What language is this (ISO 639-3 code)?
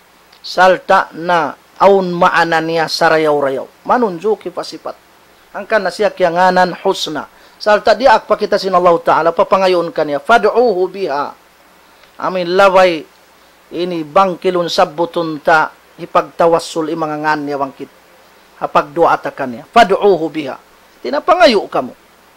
tsg